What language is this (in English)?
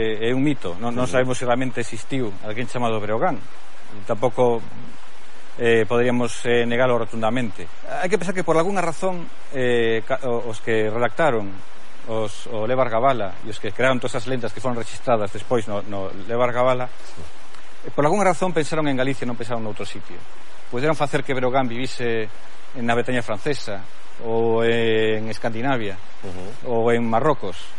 Galician